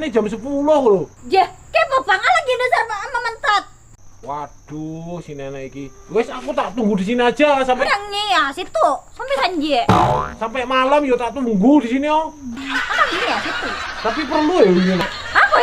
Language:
Banjar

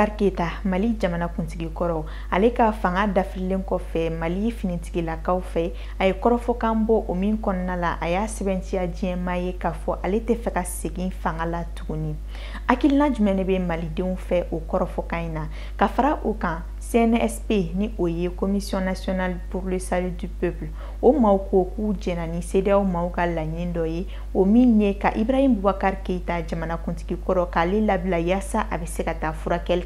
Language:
Bambara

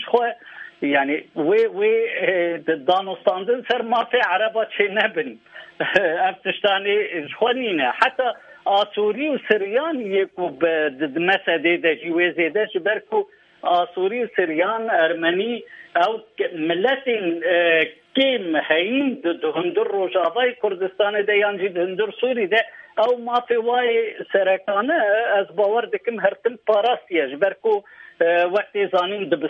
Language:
Kurdish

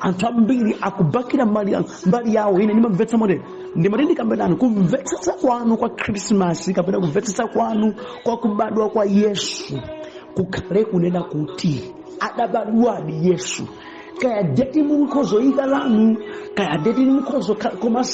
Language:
Nyanja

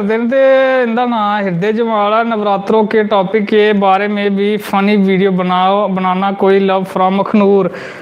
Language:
Dogri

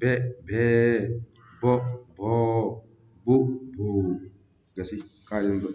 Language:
Fula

